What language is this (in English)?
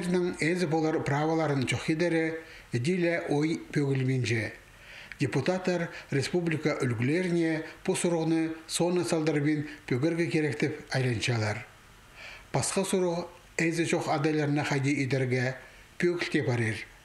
Khakas